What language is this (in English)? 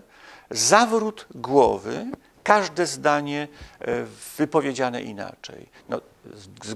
Polish